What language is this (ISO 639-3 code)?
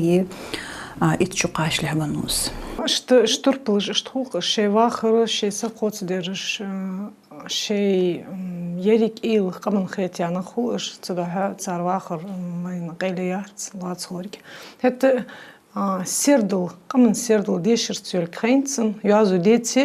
inh